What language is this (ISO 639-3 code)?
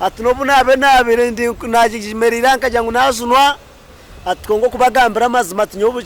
nyn